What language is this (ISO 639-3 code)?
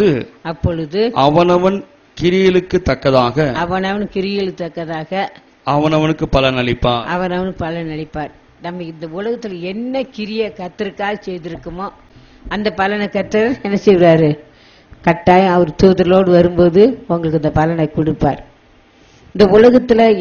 tam